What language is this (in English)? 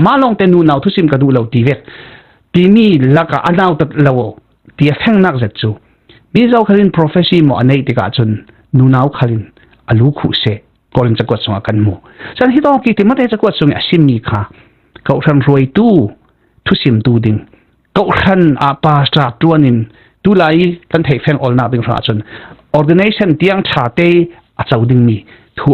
Falam Chin